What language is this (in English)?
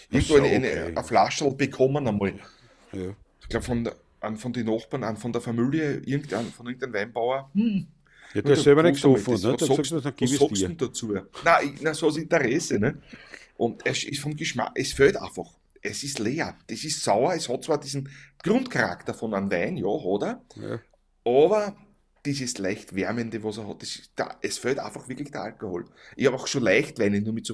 Bavarian